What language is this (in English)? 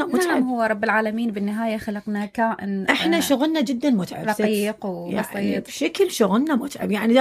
Mesopotamian Arabic